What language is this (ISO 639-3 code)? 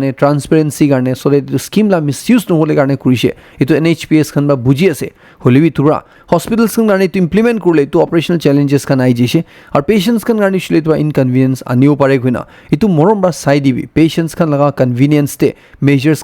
nag